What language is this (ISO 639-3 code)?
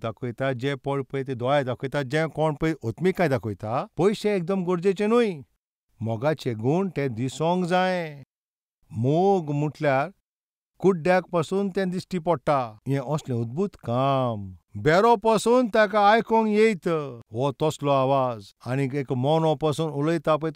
kok